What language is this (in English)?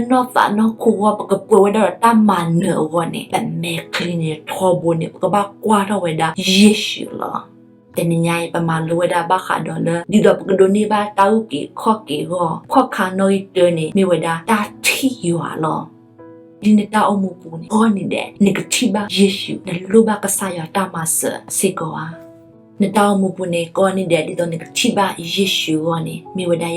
S'gaw Karen